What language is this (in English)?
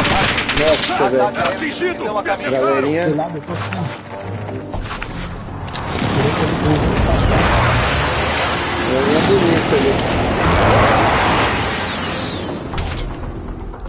Portuguese